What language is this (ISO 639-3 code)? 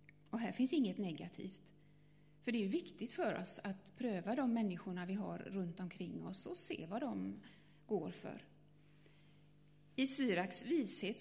swe